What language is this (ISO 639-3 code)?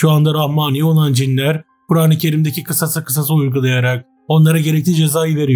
tur